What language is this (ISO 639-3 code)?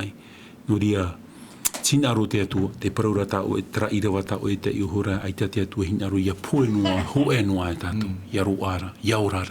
tah